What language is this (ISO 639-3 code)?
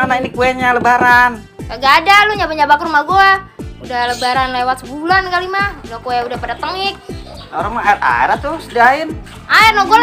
bew